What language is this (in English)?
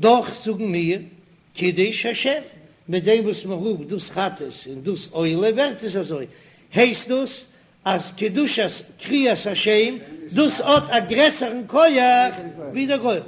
Yiddish